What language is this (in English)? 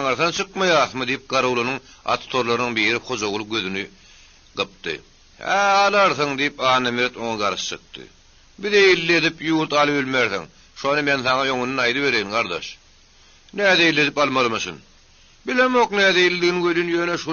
Turkmen